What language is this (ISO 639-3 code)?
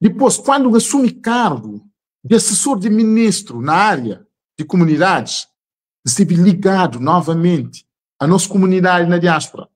kea